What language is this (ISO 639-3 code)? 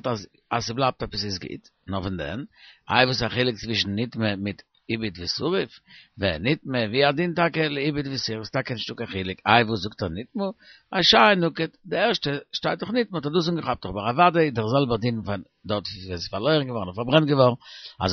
yid